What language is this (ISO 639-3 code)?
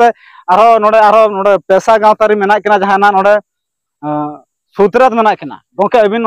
sat